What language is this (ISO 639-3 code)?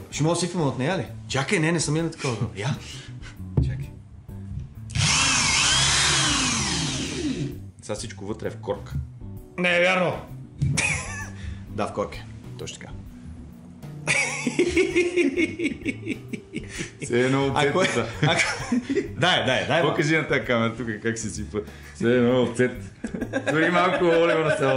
bul